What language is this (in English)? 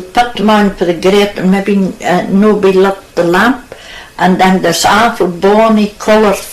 Scots